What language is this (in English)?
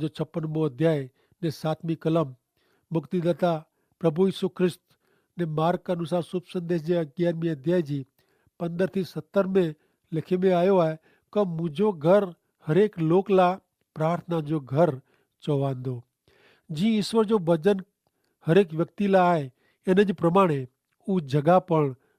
Kachhi